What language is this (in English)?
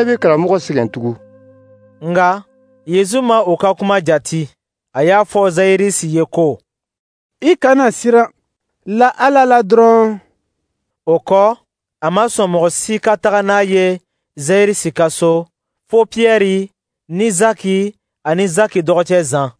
Dyula